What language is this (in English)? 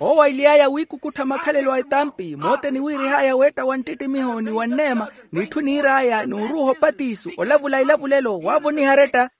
Makhuwa